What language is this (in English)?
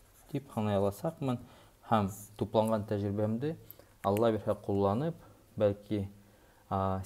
Bashkir